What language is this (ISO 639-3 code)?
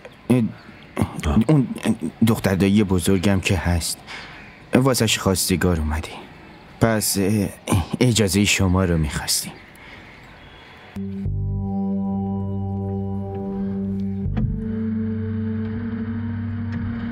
fas